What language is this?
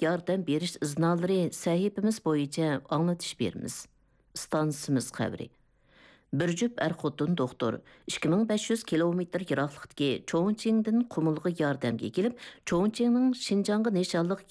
Uyghur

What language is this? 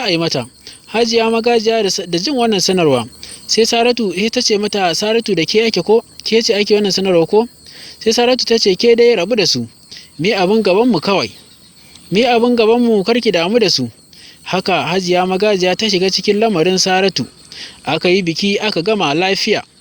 Hausa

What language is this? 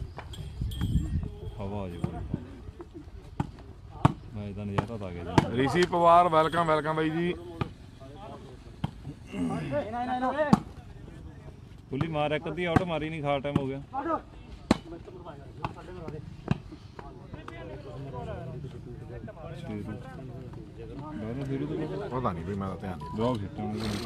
Punjabi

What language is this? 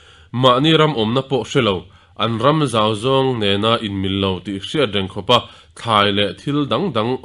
Mizo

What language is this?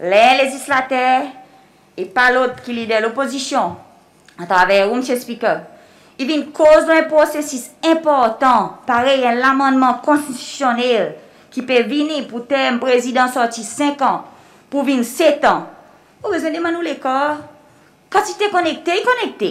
Seselwa Creole French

